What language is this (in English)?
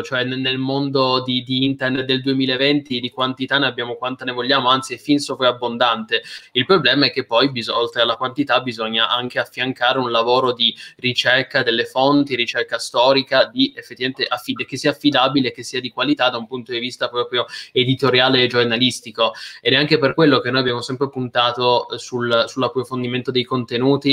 Italian